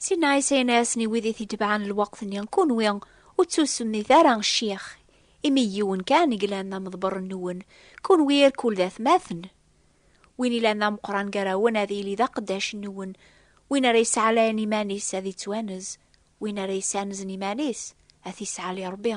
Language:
Kabyle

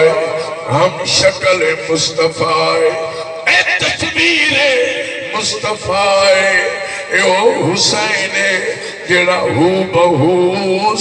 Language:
Saraiki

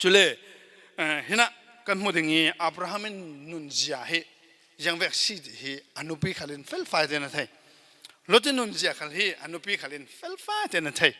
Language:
Falam Chin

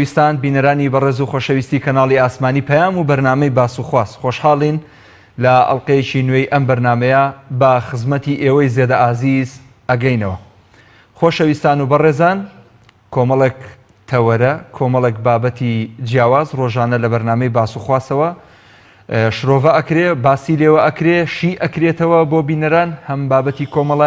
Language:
Central Kurdish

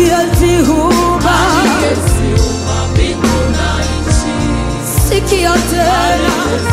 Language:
Swahili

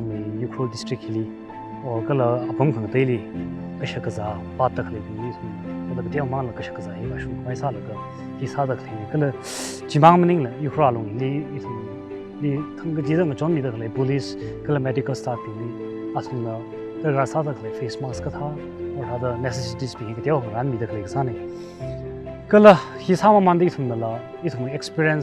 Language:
Tangkhul Naga (India)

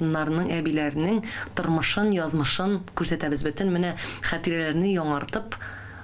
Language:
Tatar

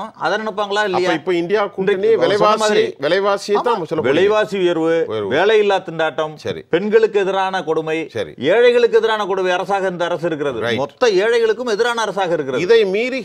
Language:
Tamil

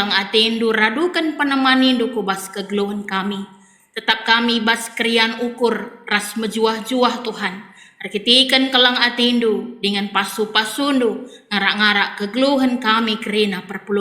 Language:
Batak Karo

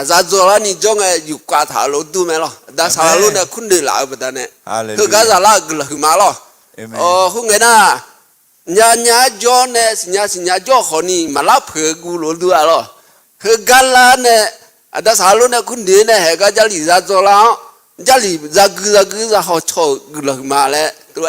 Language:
Akha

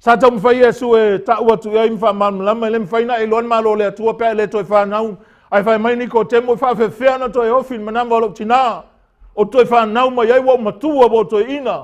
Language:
Samoan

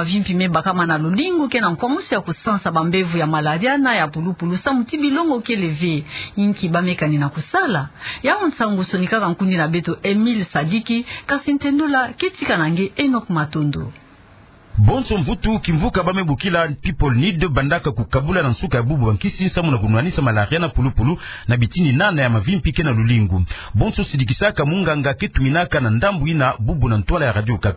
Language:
Kituba (Democratic Republic of Congo)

